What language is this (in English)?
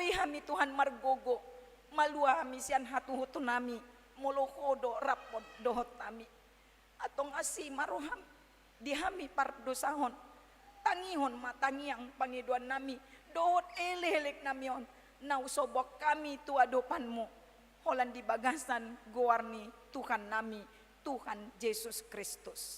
Batak Toba